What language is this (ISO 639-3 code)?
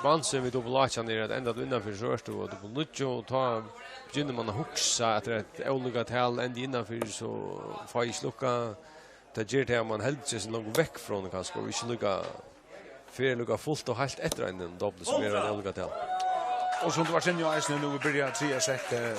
fao